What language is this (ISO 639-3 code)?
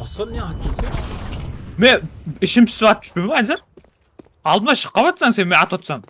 kaa